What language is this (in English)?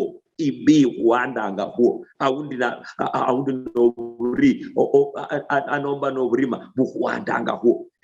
Luyia